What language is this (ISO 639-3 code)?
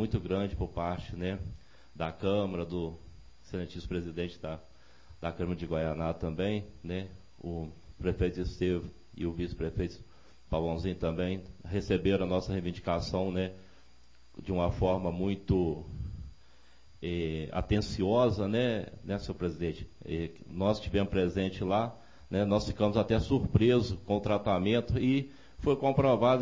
por